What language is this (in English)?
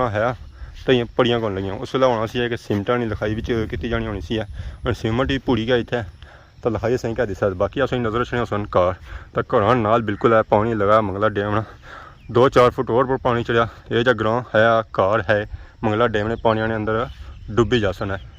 Pahari-Potwari